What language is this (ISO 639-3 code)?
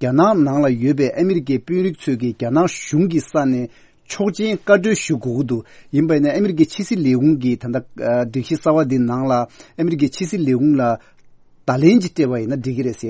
bod